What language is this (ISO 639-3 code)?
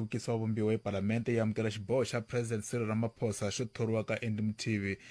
tso